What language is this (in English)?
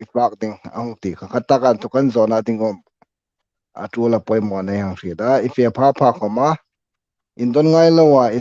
Hmar